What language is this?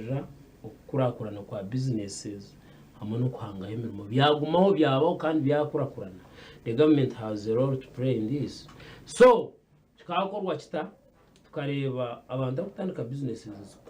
Nyankole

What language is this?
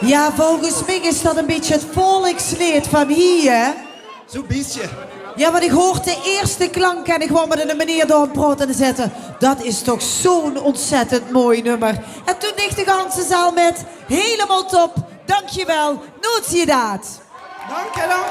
Limburgish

